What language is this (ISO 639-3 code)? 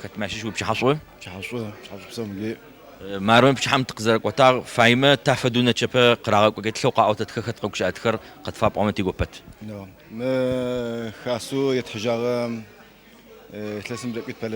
ady